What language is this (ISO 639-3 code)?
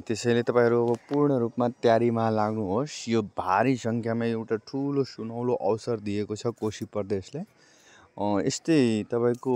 nep